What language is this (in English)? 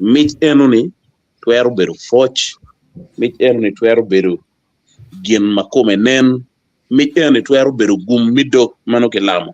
Acoli